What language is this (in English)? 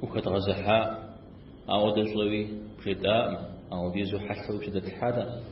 Kabardian